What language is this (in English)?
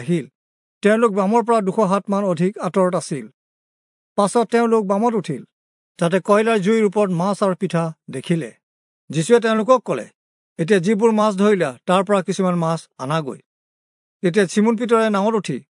Assamese